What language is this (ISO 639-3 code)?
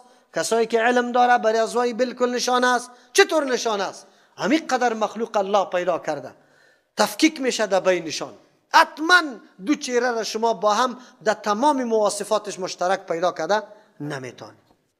fas